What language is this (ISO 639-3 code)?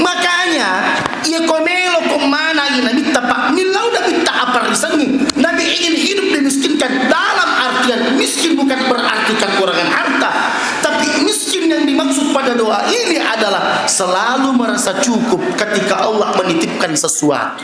bug